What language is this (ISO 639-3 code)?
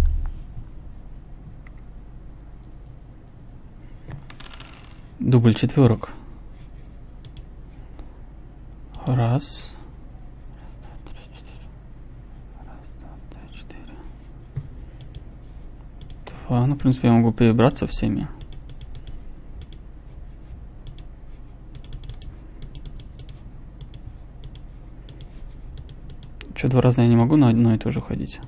rus